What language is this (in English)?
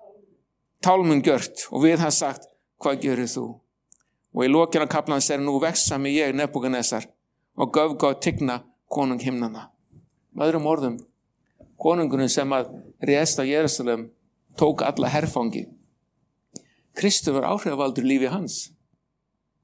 Icelandic